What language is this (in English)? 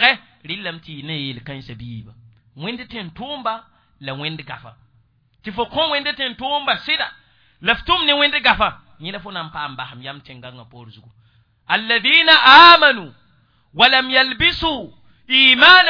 Mossi